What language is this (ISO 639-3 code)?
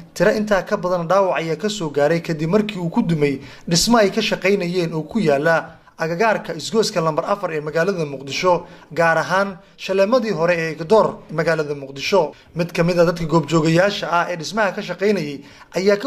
som